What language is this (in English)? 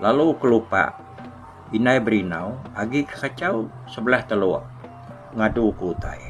Iban